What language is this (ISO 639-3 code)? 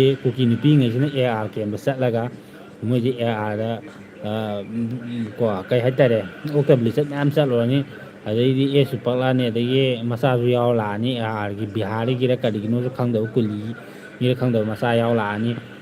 mni